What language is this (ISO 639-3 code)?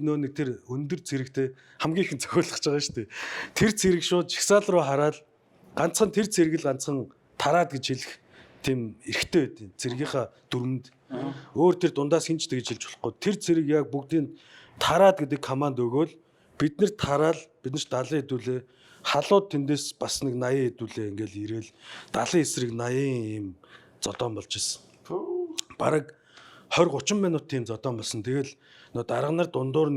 mon